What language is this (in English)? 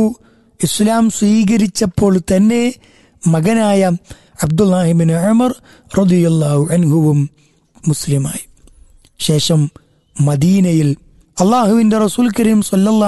Malayalam